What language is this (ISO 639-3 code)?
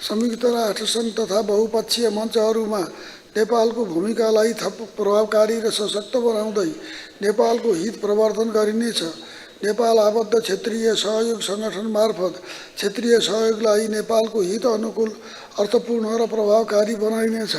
nep